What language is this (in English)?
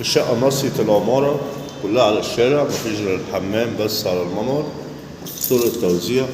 Egyptian Arabic